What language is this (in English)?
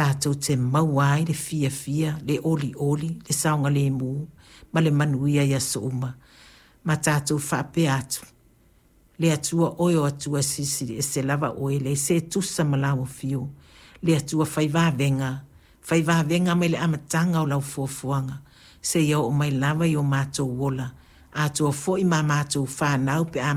Samoan